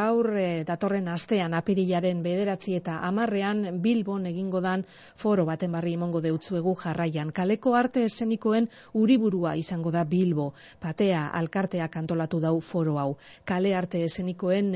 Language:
Basque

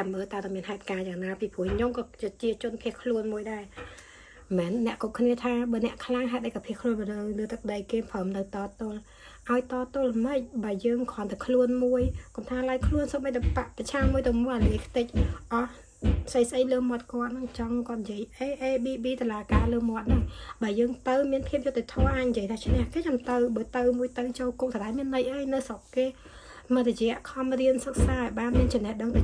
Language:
Khmer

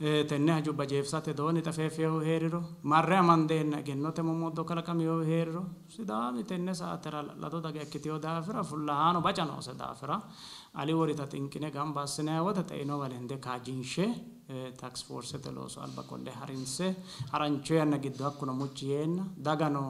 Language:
Sidamo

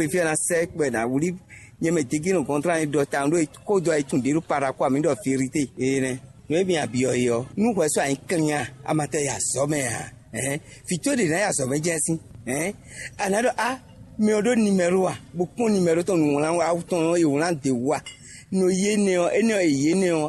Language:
Fon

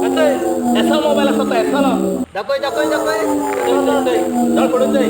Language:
Konkani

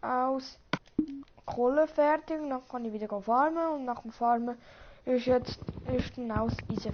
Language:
Swiss German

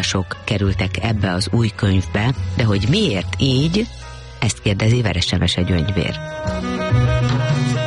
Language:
Hungarian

